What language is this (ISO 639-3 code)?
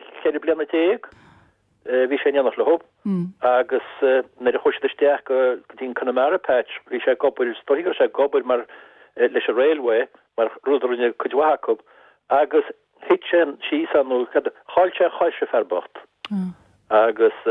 gle